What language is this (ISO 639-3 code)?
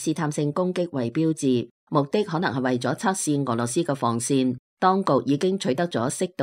yue